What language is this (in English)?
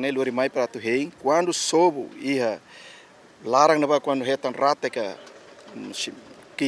Tetum